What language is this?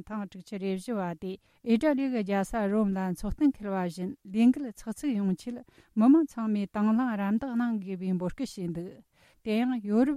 Tibetan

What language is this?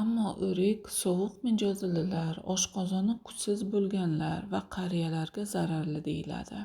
Uzbek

